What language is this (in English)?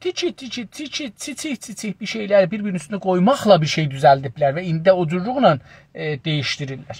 South Azerbaijani